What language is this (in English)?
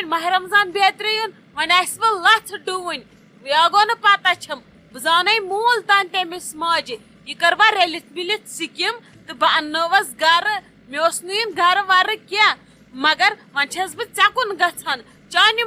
Kashmiri